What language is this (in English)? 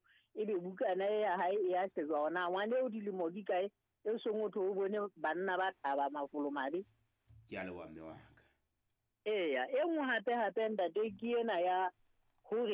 Southern Sotho